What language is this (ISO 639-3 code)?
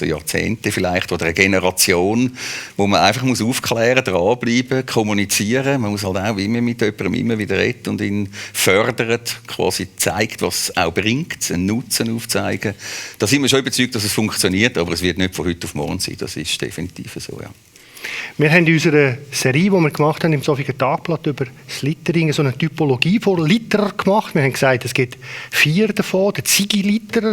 gsw